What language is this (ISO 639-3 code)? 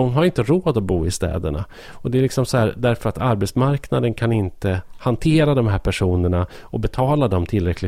swe